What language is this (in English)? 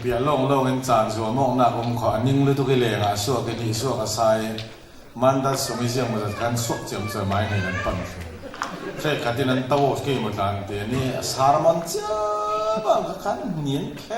Falam Chin